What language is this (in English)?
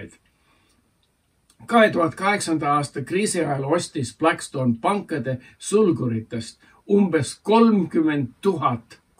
Estonian